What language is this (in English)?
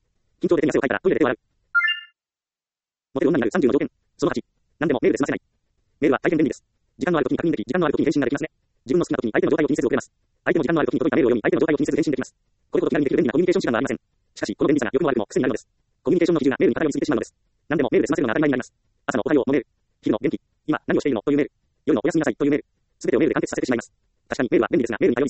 Japanese